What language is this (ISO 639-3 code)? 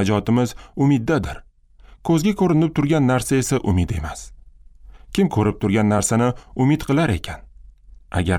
uzb